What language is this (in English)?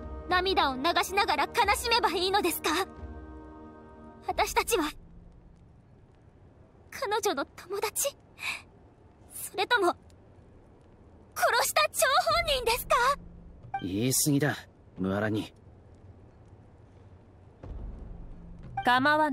Japanese